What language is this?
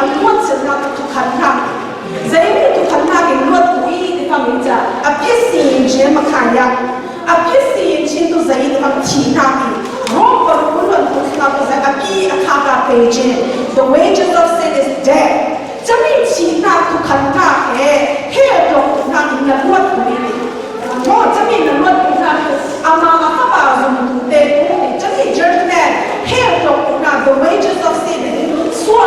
Falam Chin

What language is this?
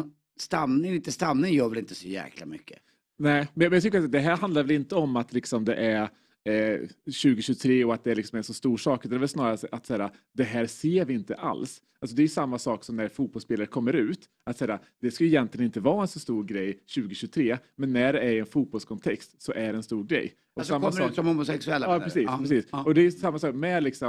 Swedish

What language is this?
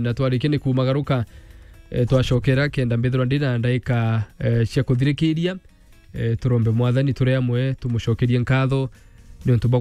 Meru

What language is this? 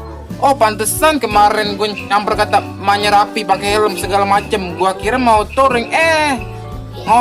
Betawi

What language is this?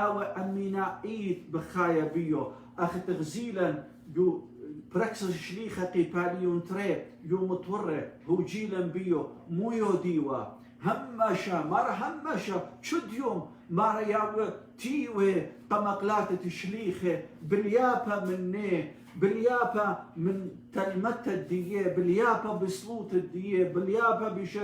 Assyrian Neo-Aramaic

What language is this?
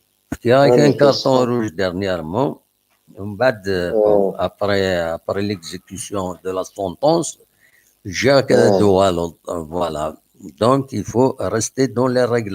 Kabyle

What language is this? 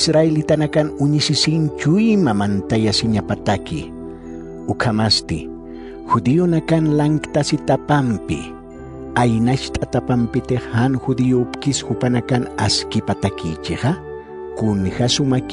Aymara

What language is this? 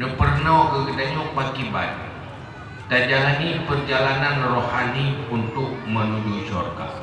Achinese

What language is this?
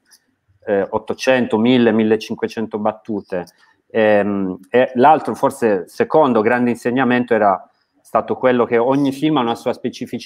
Italian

